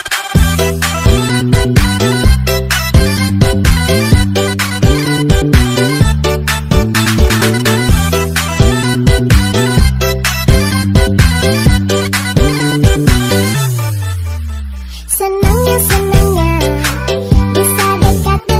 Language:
Indonesian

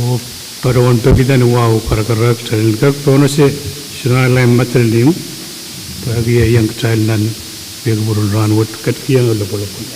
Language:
Pohnpeian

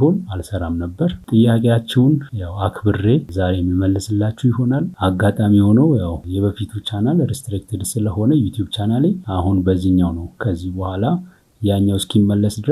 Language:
Amharic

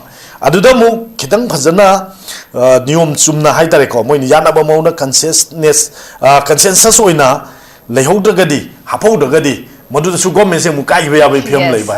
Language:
Manipuri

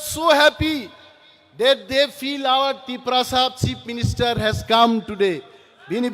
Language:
Kok Borok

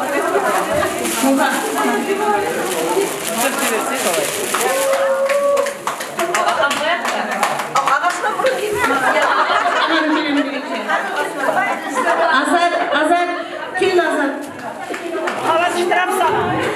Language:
Kara-Kalpak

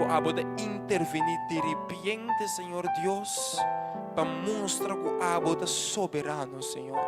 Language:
Papiamento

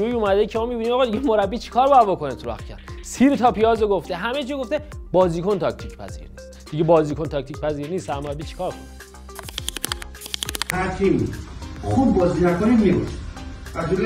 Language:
Persian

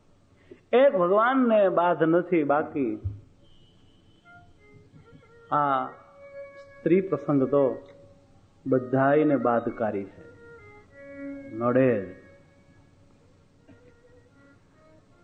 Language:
Gujarati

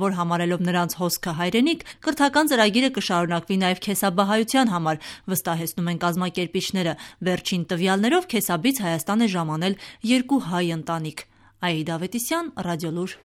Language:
Armenian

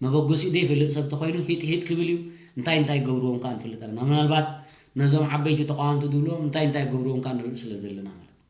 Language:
Tigrinya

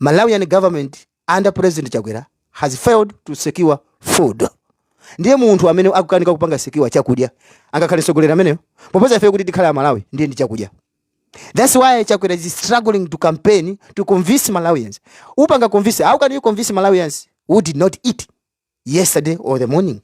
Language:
Nyanja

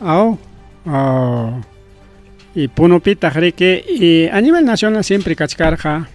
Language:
Ayacucho Quechua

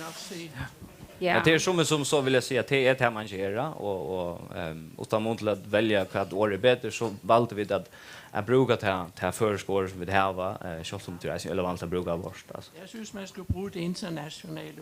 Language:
Faroese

